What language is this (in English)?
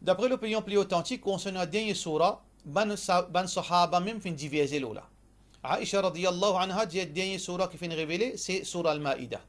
Morisyen